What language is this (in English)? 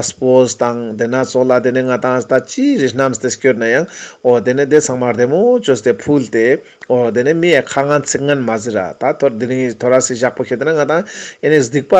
Ladakhi